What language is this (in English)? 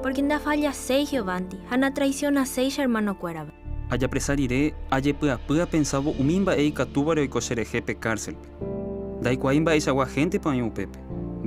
Guarani